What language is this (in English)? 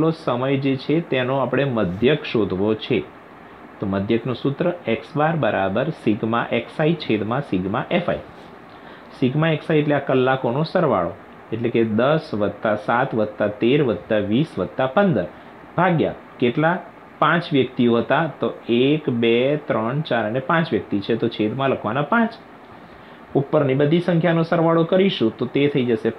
Gujarati